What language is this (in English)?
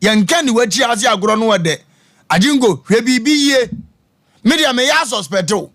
Akan